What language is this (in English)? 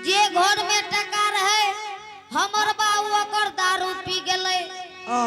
Angika